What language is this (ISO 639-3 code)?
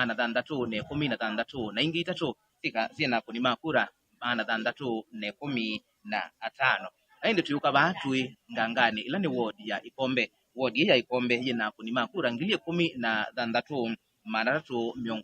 kam